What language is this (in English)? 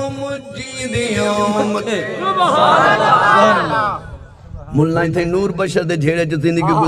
Saraiki